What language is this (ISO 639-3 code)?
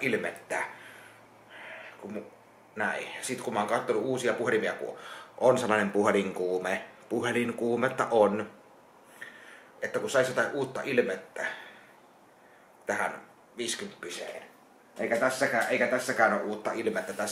fin